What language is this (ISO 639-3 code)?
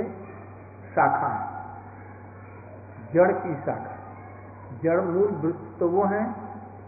hin